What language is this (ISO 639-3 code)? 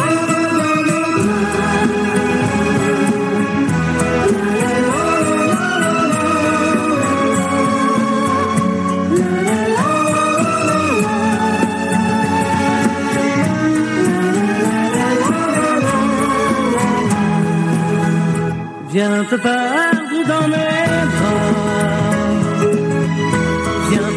fra